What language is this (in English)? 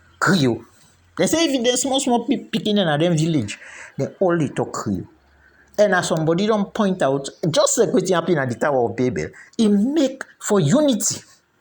Krio